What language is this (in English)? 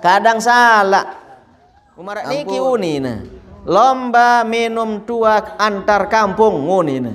Sasak